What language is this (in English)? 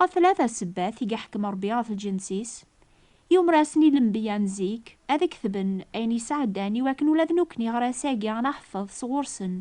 Kabyle